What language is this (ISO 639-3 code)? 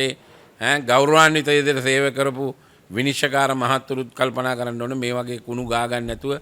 sin